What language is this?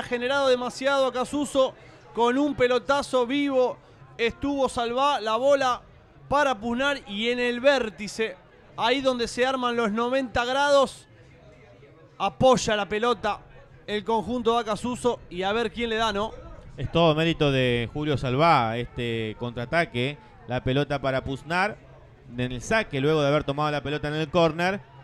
Spanish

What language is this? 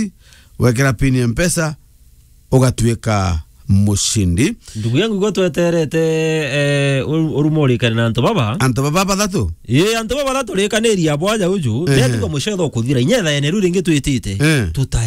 Meru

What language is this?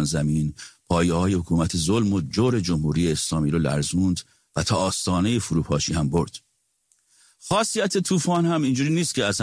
Persian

